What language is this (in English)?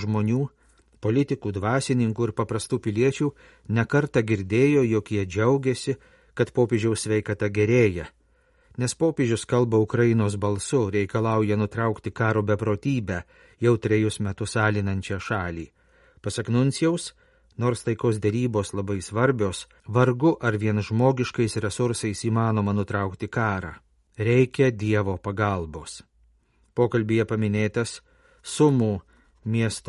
Lithuanian